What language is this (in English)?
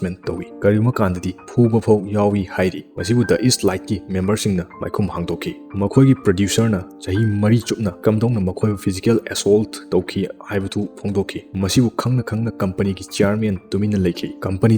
Manipuri